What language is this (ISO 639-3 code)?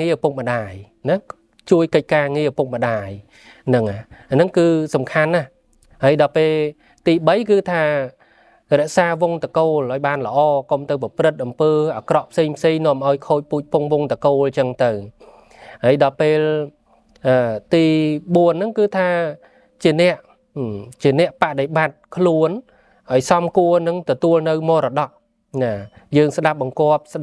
khm